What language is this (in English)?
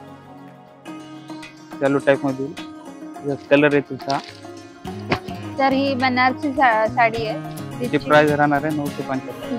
Marathi